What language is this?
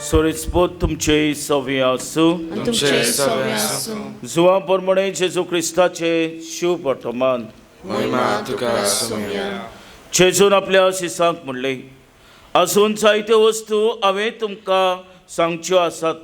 Konkani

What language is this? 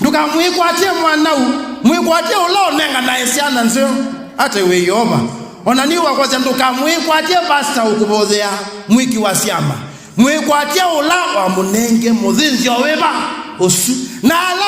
Kamba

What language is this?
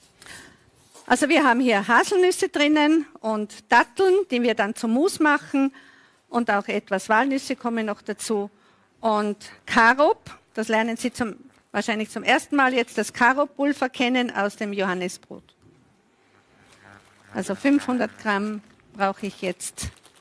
German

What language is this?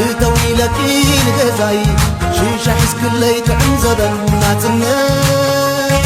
Tigrinya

